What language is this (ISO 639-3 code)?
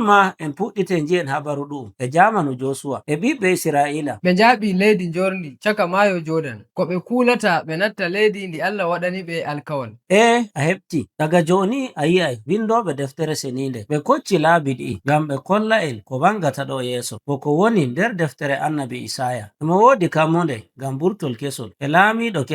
fuv